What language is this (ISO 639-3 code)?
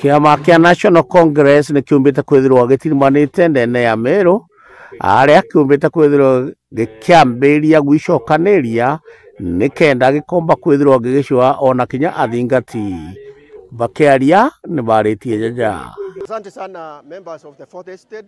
mer